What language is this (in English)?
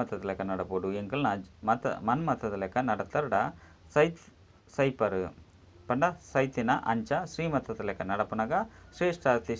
Tulu